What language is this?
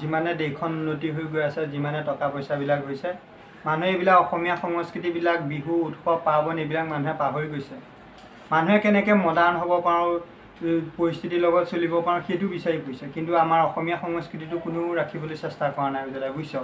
Assamese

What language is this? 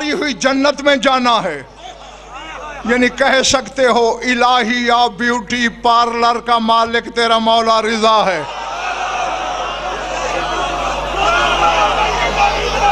Urdu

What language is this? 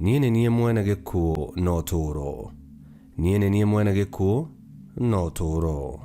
Kikuyu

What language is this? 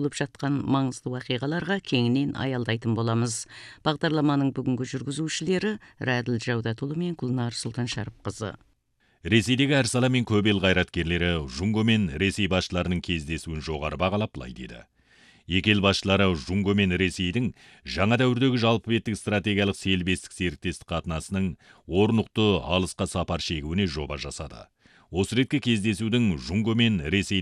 Kazakh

